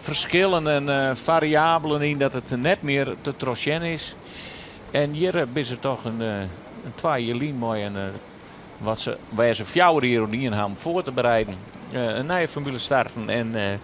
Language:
Western Frisian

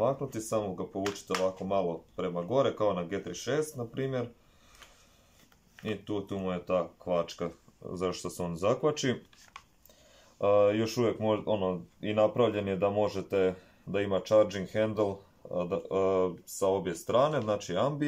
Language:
Croatian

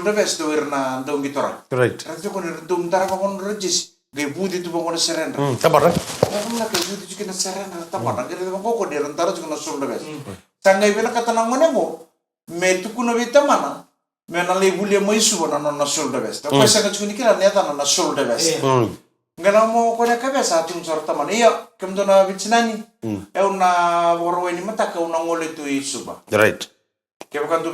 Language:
Fijian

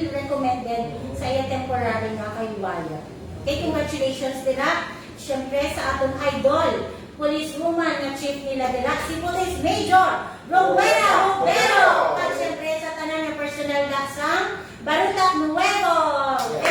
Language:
Hiligaynon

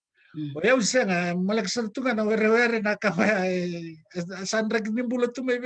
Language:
Fijian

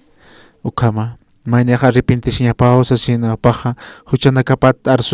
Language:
Aymara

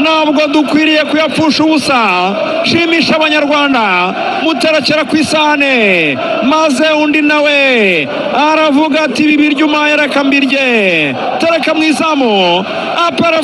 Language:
Kinyarwanda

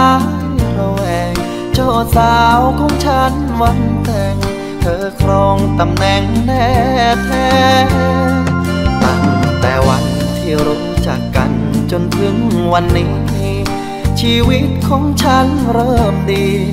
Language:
Thai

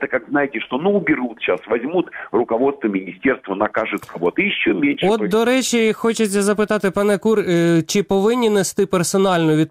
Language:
Ukrainian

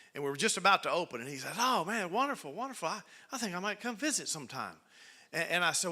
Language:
English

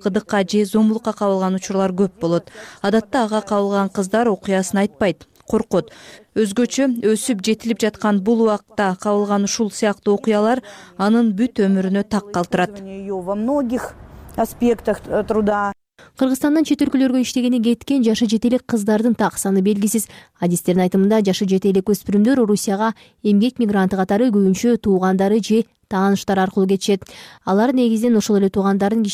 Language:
Kyrgyz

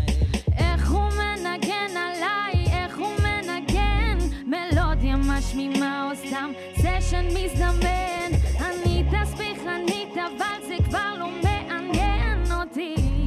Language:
Hebrew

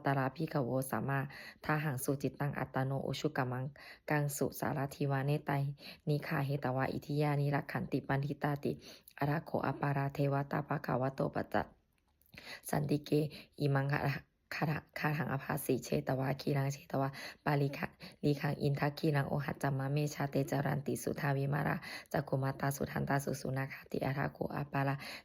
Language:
Pali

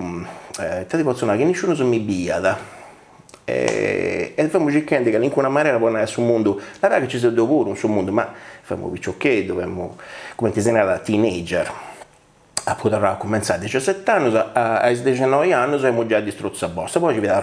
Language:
Sardinian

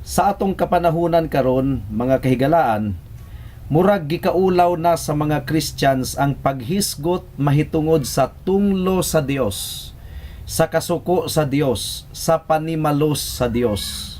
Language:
Cebuano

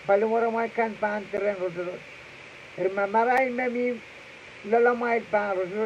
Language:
Pohnpeian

